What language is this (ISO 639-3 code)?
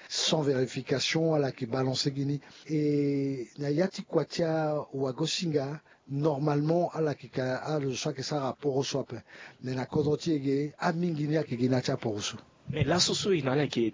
sag